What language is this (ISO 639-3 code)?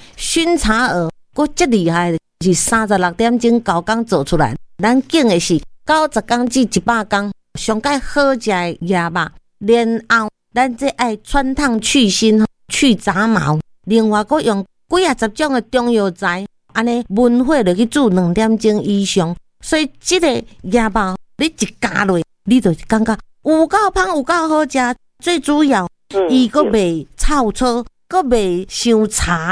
nan